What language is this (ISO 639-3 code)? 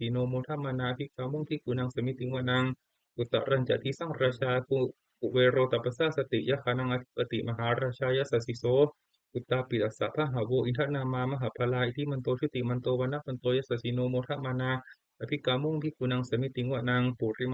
pli